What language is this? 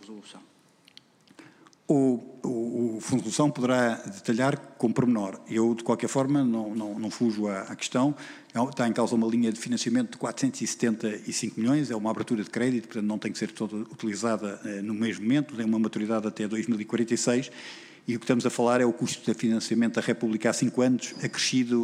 Portuguese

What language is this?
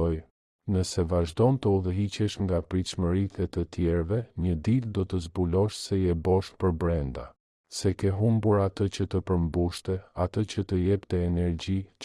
Albanian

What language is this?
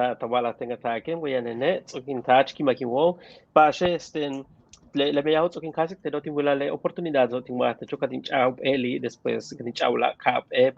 Yucateco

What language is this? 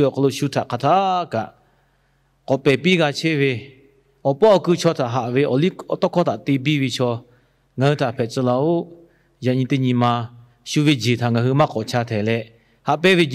Lahu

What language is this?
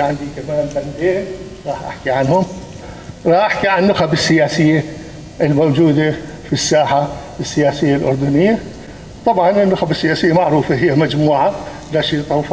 North Levantine Arabic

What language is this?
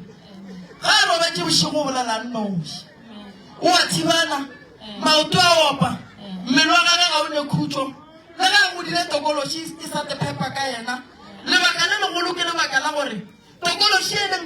Northern Sotho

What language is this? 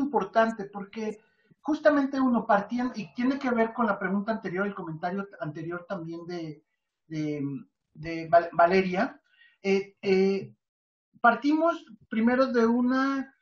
Spanish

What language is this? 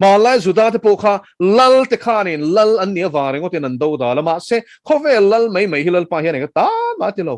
Mizo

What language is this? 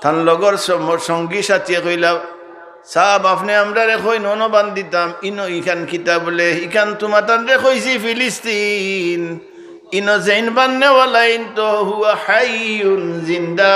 Sylheti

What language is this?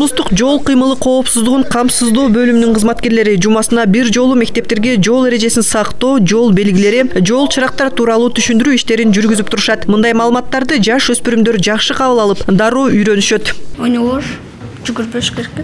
Kyrgyz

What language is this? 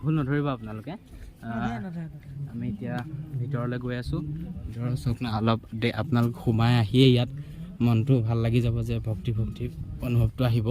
Assamese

